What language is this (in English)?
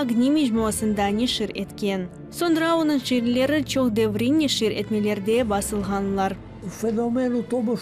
Crimean Tatar